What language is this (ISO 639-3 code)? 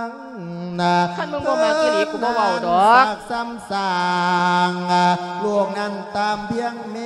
lao